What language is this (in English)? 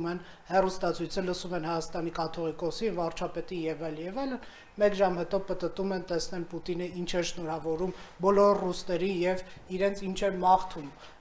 Armenian